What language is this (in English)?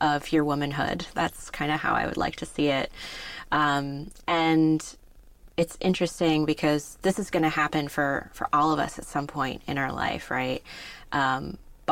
English